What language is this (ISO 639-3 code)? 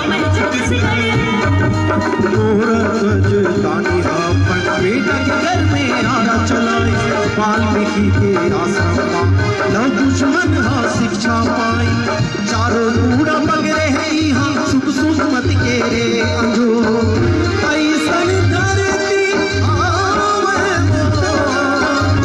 hne